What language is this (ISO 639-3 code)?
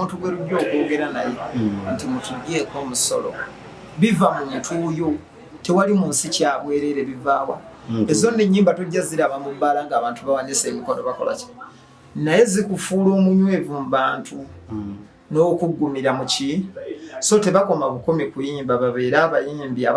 lug